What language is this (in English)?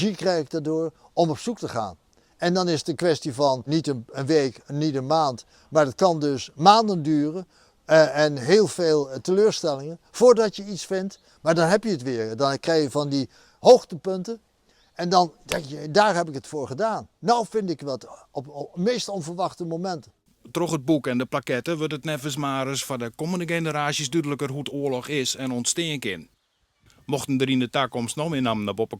Western Frisian